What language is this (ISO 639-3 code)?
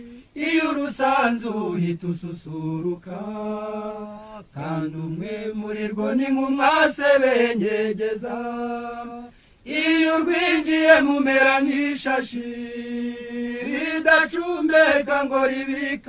kin